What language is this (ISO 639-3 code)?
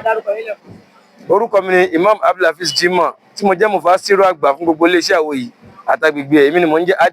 yor